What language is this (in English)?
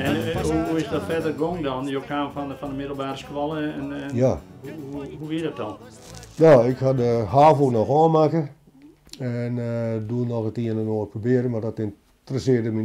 Western Frisian